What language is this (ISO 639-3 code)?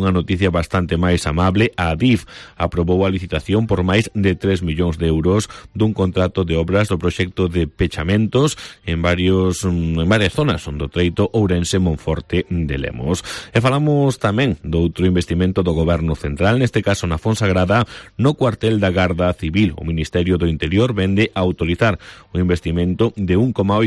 glg